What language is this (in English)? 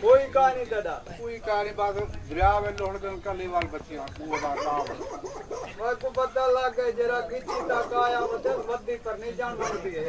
Saraiki